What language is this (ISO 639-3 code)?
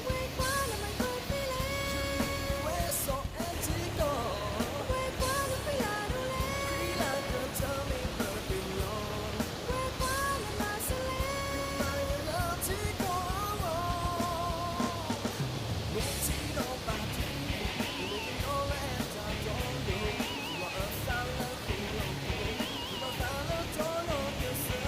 ksw